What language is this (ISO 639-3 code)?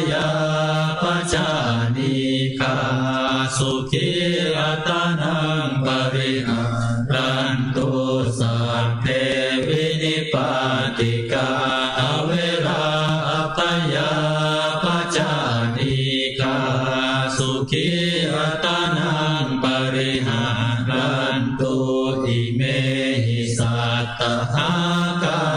pli